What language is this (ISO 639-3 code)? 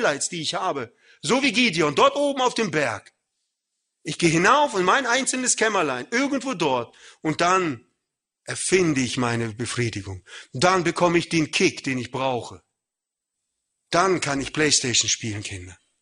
deu